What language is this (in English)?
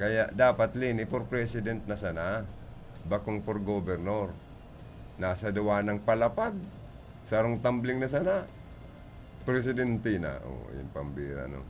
Bikol